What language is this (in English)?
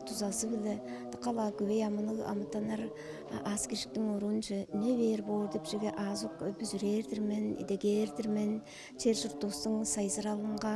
Tuvinian